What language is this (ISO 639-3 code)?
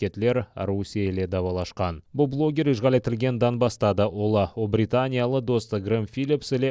crh